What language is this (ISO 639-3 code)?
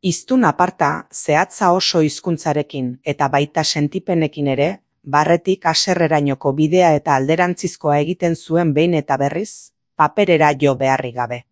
eus